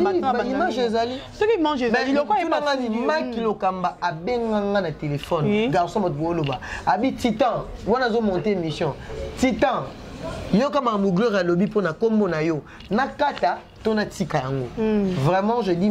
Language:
Lingala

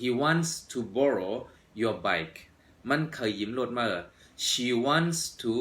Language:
Shan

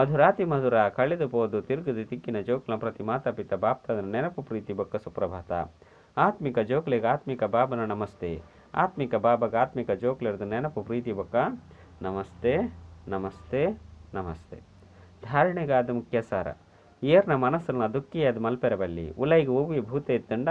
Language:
Tulu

